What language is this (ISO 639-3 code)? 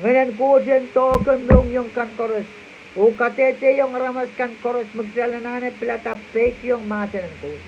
pon